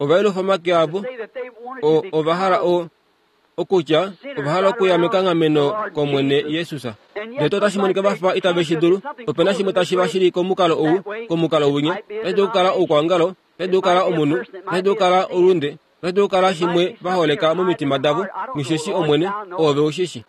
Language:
Kuanyama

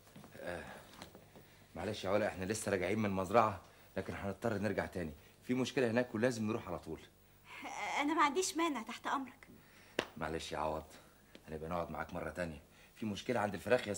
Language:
Egyptian Arabic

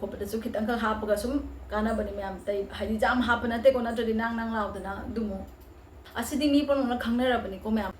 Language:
Manipuri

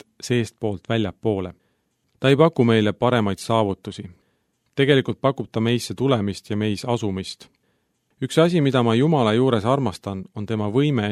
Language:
Estonian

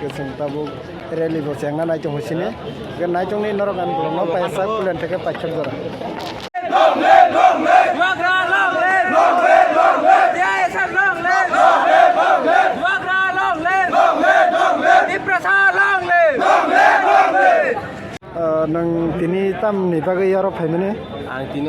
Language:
Kok Borok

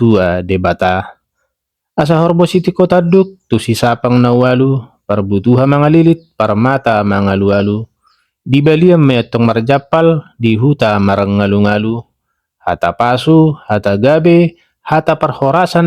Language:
Batak Toba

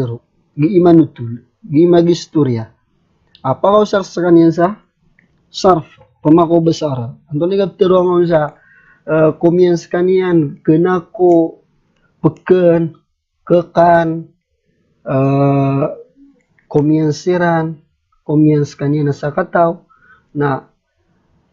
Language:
Maranao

